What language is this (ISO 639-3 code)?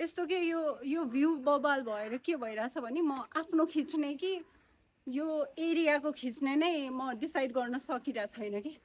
nep